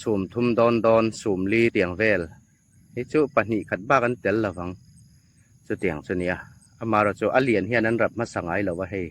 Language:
Hmar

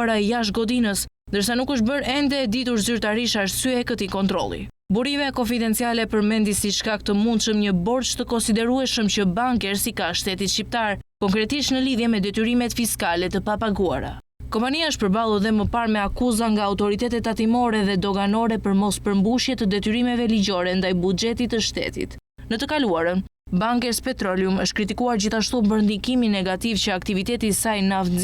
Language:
Albanian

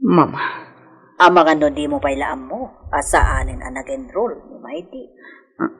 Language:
Iloko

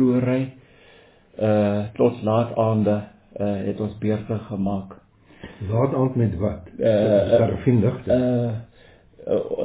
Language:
Afrikaans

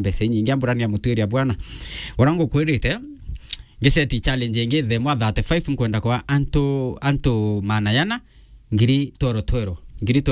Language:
Meru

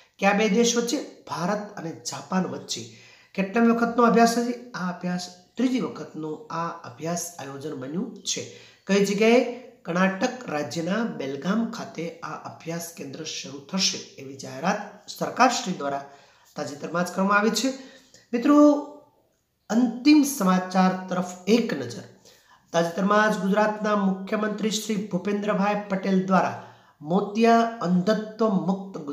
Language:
Gujarati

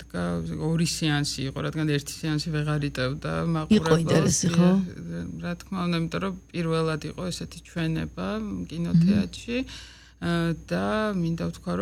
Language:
Georgian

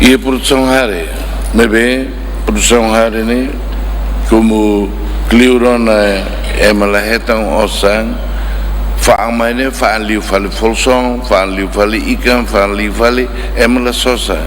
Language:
Tetum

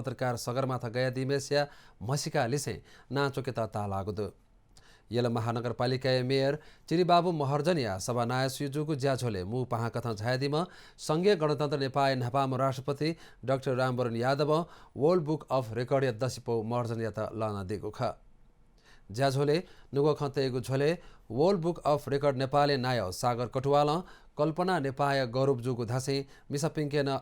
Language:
Newari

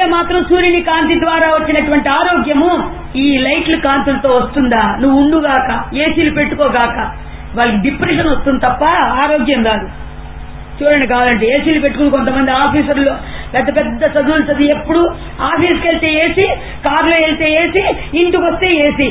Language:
Telugu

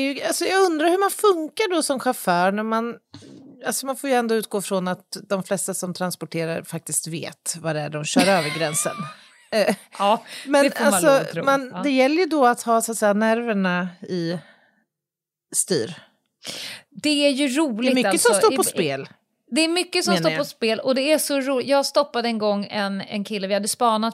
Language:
Swedish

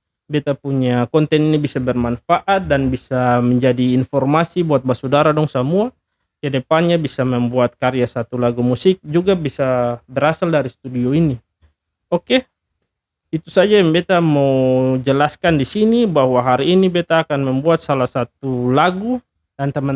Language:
Ambonese Malay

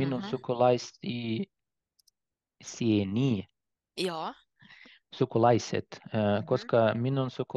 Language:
Finnish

